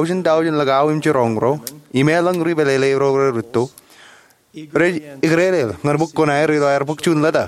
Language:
Marshallese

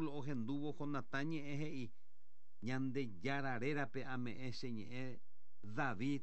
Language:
Guarani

